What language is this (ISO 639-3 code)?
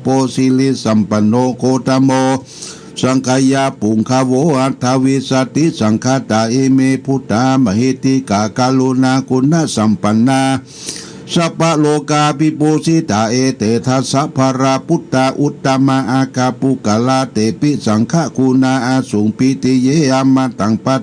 pli